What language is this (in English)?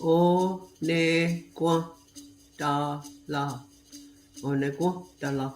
Mohawk